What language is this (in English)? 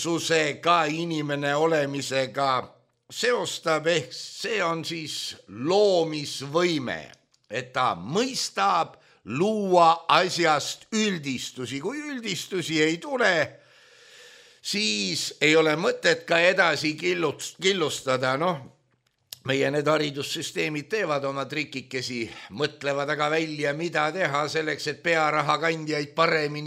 Estonian